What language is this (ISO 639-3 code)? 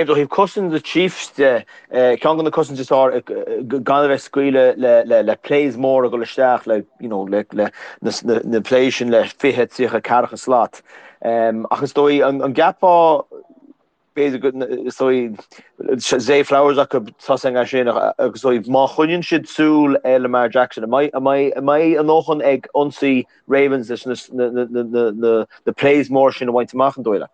gle